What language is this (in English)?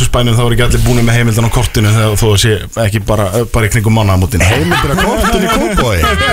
Icelandic